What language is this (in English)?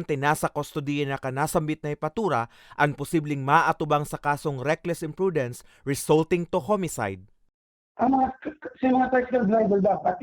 Bikol